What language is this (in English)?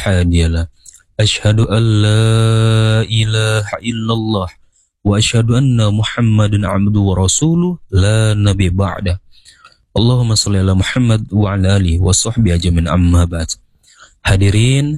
Indonesian